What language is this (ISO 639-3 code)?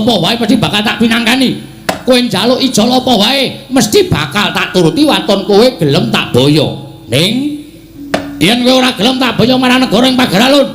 jav